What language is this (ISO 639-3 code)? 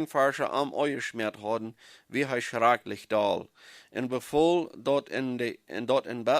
pdt